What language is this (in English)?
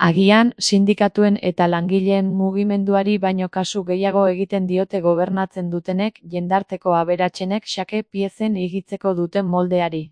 Basque